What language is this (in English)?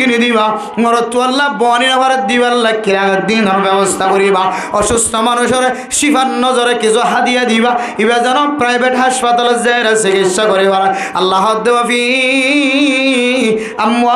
Rohingya